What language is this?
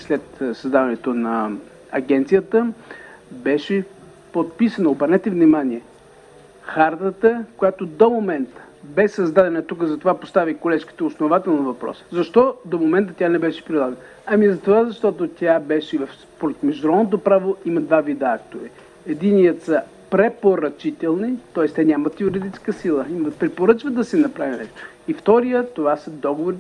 Bulgarian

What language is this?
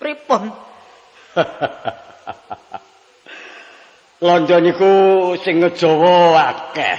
Javanese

